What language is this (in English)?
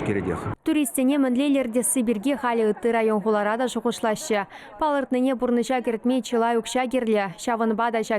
Chuvash